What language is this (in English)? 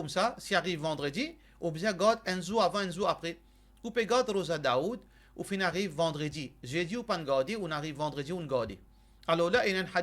Morisyen